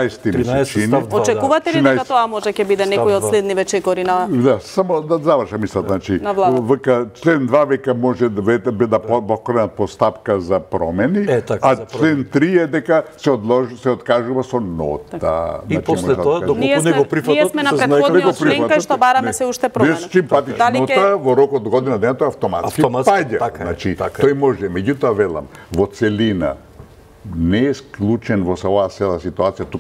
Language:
Macedonian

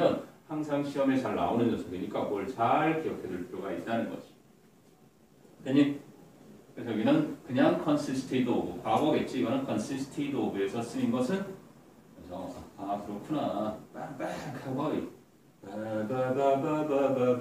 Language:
Korean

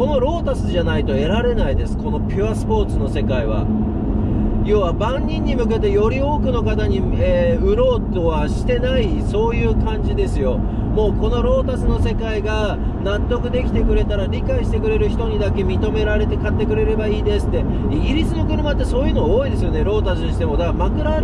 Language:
Japanese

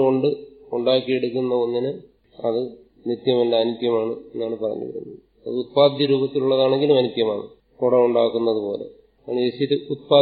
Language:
Malayalam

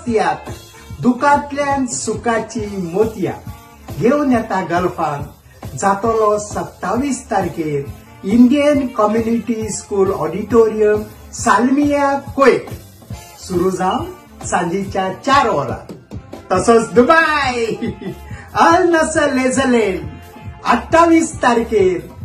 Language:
Konkani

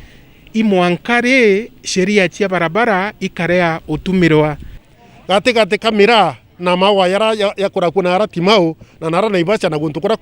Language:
Meru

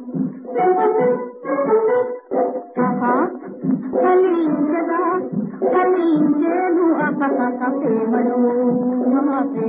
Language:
Telugu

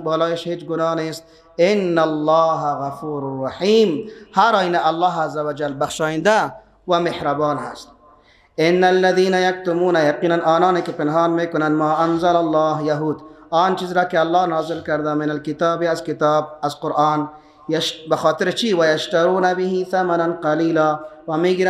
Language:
Persian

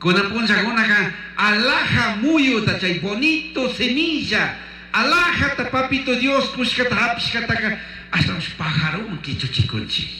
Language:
Chimborazo Highland Quichua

